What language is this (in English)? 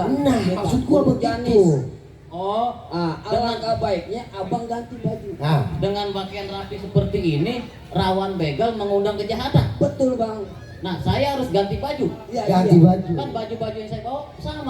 Betawi